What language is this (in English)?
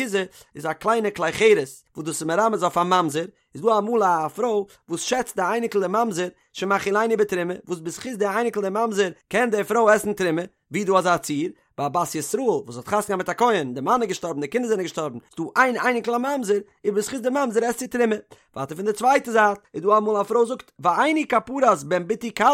Yiddish